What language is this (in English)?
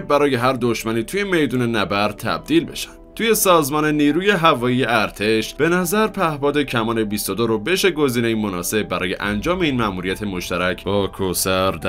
Persian